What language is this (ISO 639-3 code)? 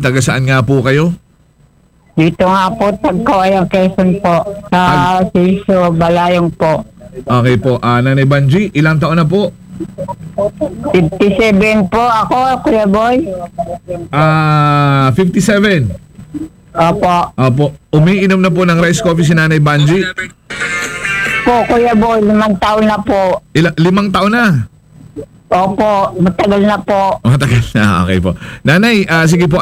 fil